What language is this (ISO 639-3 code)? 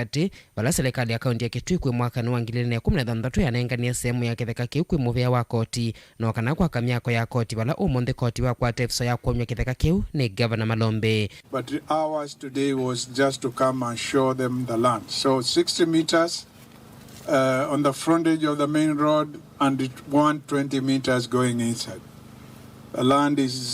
kam